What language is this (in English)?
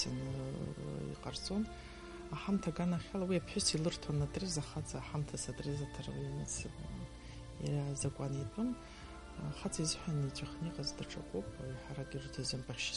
Abkhazian